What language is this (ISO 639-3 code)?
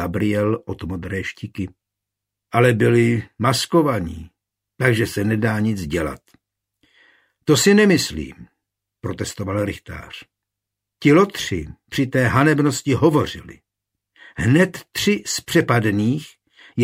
ces